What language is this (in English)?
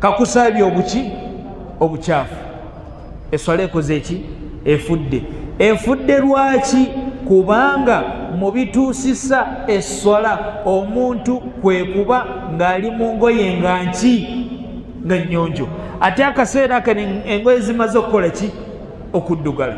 Ganda